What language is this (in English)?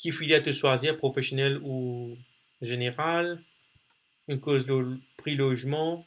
Morisyen